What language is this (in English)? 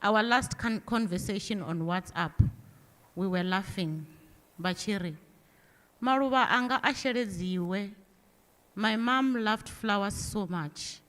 Venda